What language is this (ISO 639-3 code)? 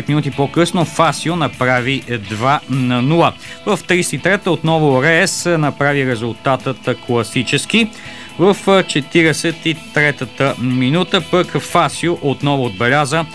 bul